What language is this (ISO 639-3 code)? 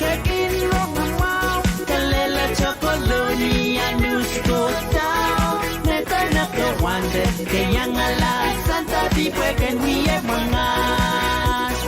pon